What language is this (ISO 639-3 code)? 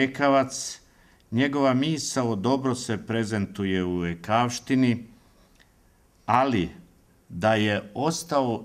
srp